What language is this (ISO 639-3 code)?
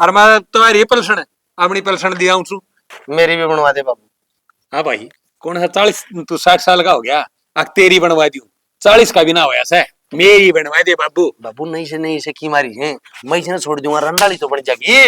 bgc